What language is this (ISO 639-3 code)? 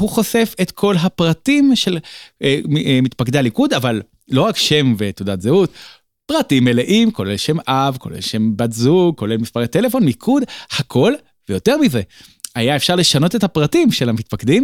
heb